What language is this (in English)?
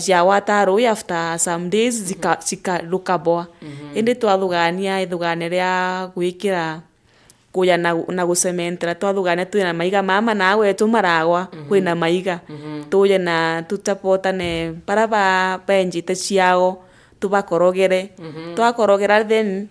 Meru